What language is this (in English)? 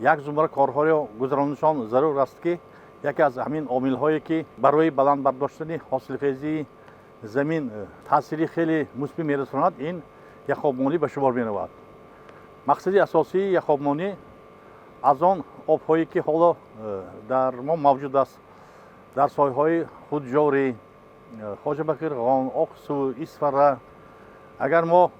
Tajik